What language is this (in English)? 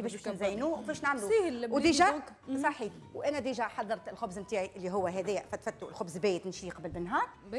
Tunisian Arabic